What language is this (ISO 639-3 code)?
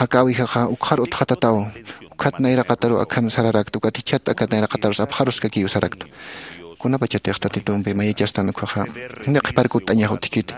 aym